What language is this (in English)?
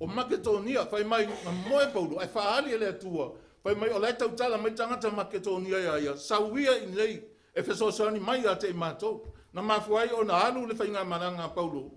Samoan